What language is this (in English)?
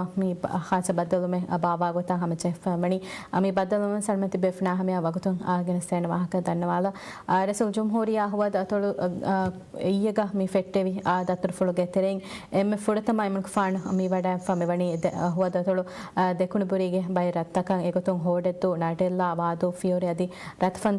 Divehi